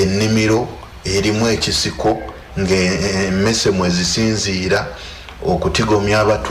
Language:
Ganda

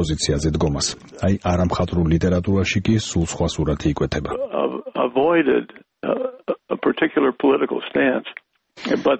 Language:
Georgian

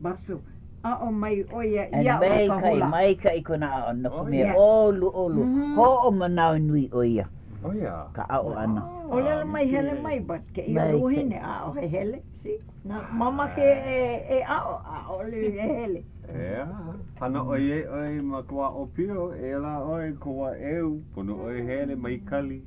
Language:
Hawaiian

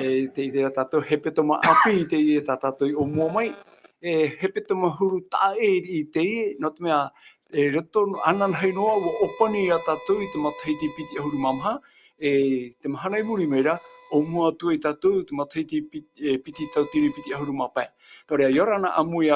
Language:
Tahitian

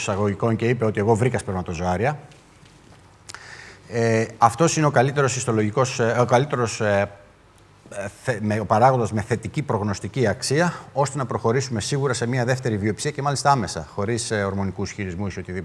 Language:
Greek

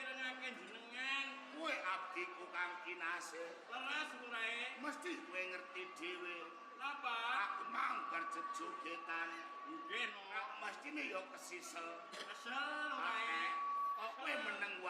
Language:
Javanese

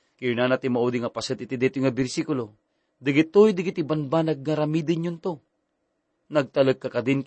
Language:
Iloko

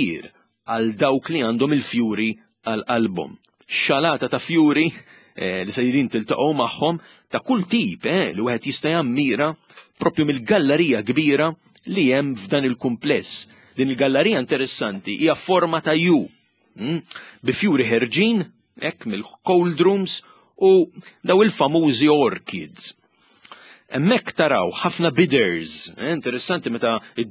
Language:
Maltese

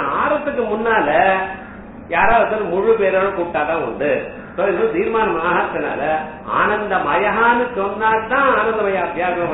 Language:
Tamil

